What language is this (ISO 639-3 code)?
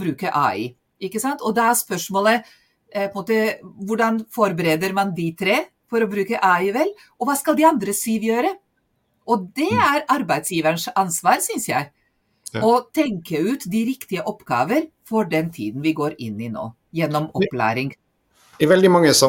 nor